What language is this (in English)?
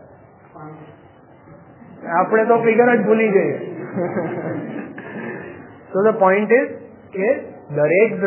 Gujarati